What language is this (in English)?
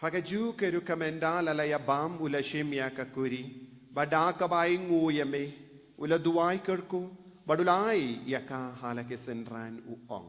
Khasi